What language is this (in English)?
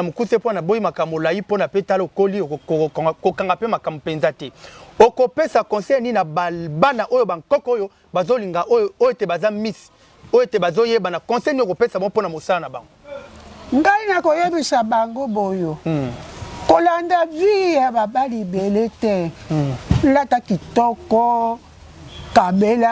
Lingala